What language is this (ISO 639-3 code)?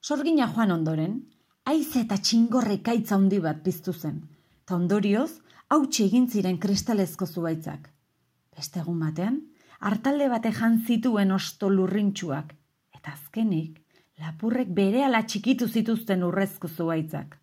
eus